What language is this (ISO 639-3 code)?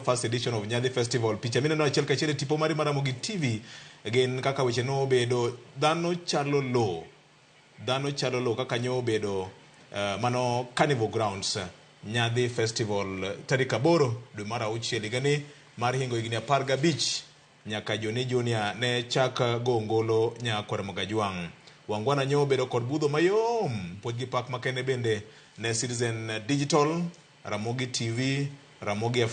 luo